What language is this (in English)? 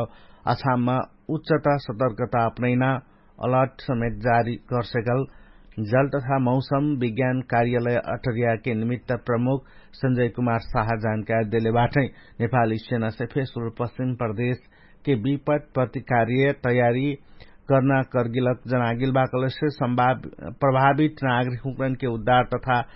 Dangaura Tharu